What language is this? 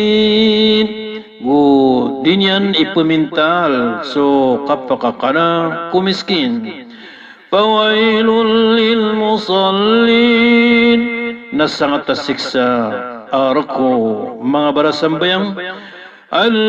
Maranao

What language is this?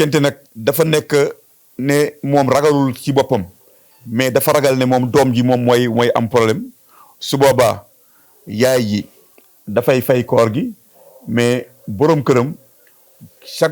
Wolof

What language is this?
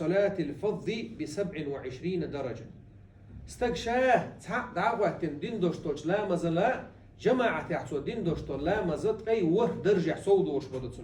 Chechen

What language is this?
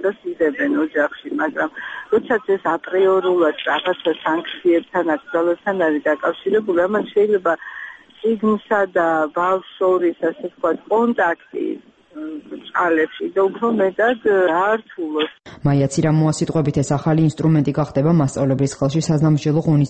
Georgian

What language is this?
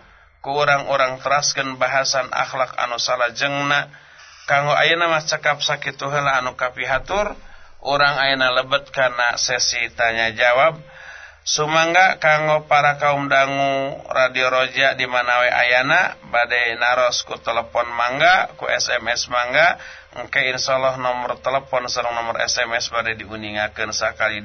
Sundanese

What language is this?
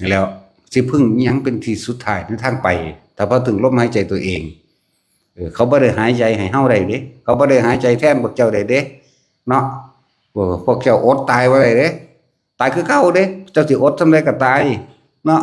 Northeastern Thai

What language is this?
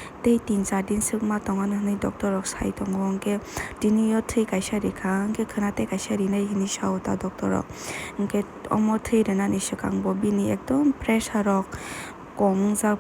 Kok Borok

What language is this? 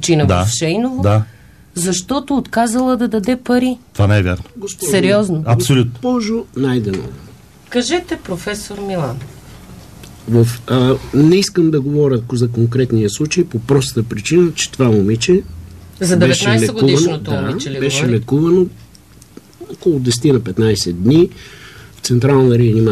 Bulgarian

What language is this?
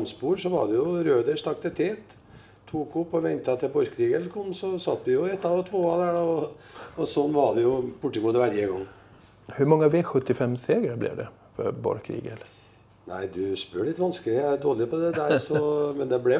Norwegian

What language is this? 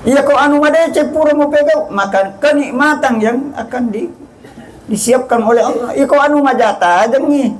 Buginese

